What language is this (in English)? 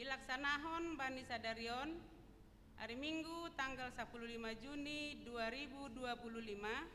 Batak Simalungun